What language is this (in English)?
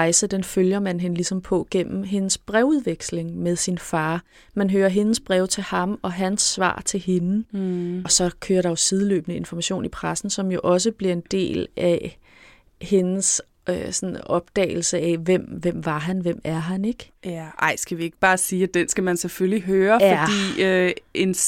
Danish